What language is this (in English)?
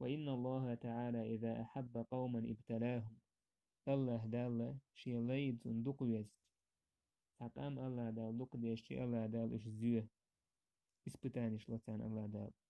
Chechen